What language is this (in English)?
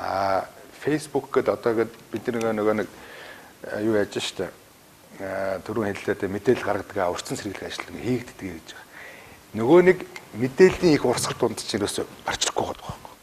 Mongolian